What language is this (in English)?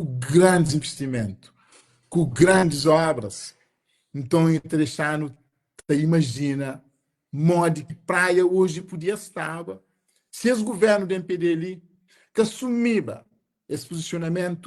Kabuverdianu